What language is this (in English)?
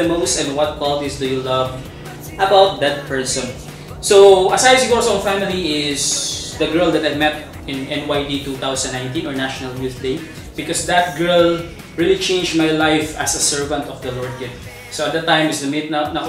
Filipino